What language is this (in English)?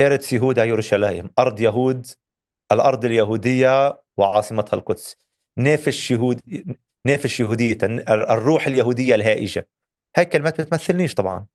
North Levantine Arabic